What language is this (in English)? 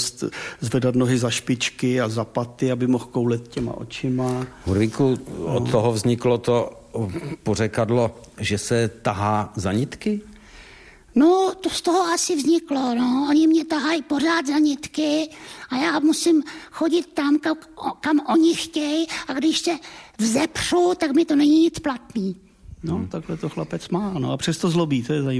Czech